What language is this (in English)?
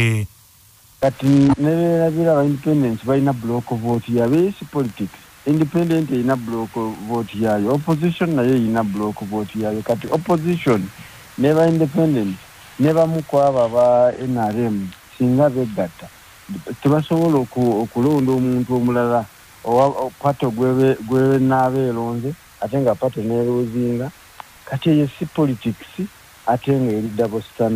Ganda